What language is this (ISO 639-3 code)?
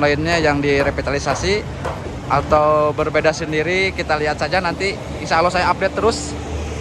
ind